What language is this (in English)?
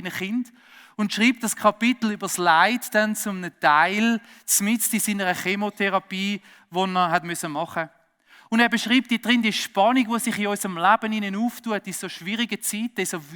Swiss German